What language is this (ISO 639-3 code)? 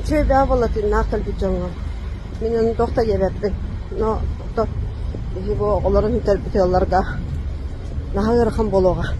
sah